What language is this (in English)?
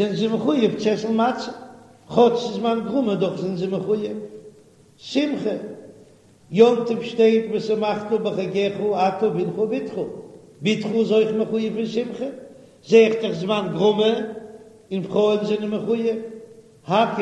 Yiddish